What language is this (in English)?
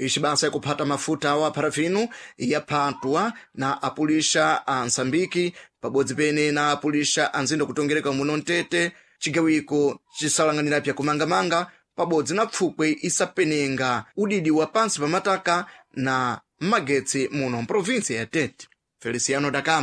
Sena